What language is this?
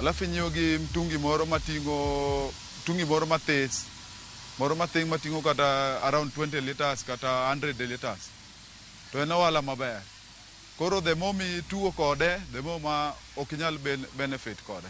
Luo (Kenya and Tanzania)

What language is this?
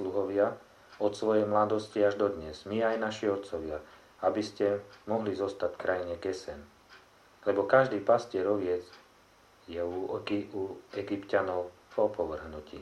Slovak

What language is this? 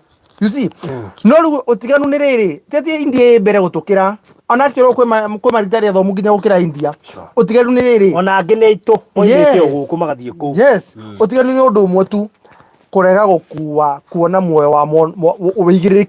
Kikuyu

